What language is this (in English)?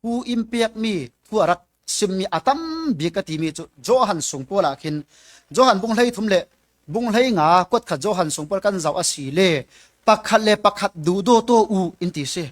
Falam Chin